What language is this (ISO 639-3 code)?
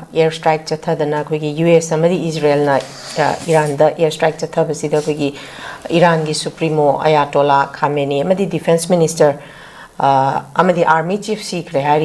mni